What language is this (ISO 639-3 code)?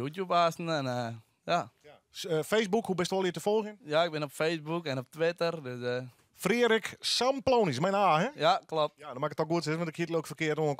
fry